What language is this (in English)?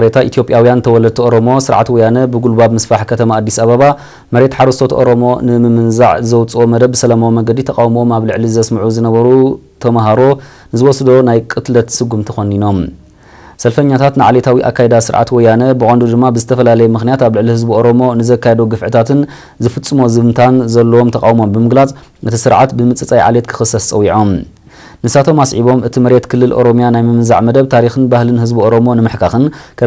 Tigrinya